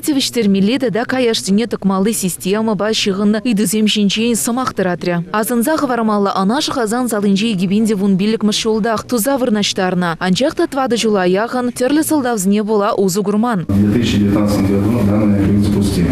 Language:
Chuvash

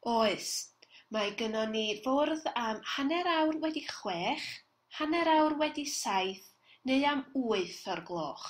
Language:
Welsh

